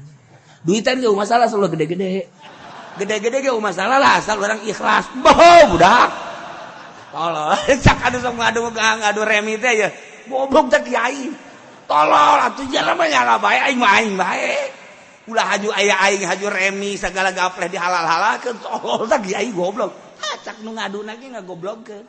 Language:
Sundanese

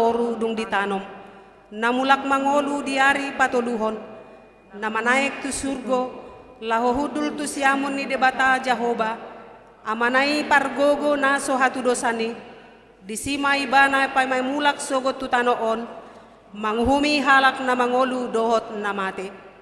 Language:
Batak Toba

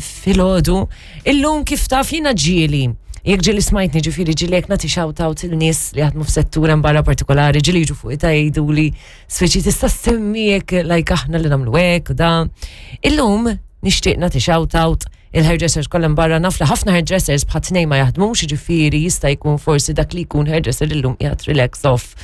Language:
Maltese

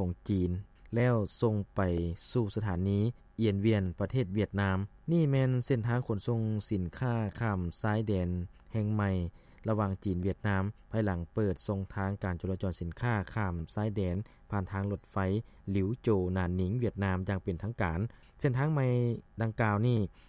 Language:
Lao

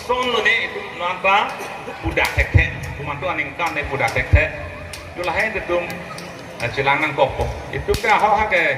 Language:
Karbi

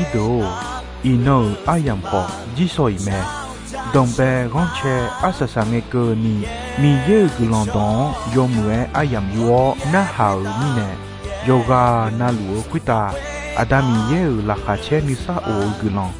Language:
Akha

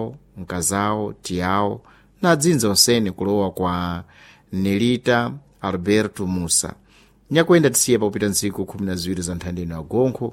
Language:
Sena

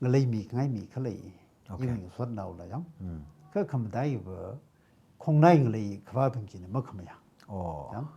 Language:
Tangkhul Naga (India)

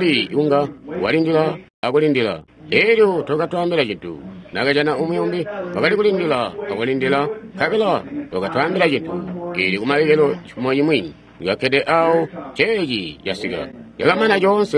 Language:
Tonga (Zambia)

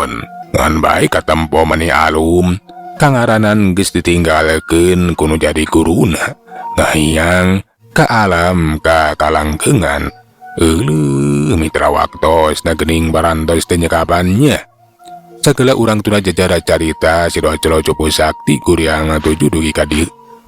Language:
Sundanese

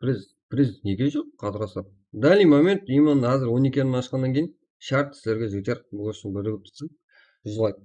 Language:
Kara-Kalpak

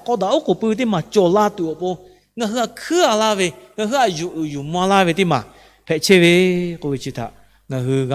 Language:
Lahu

